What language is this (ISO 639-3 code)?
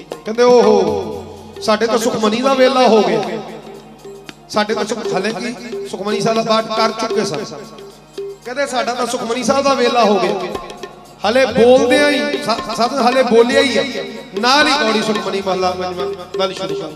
pan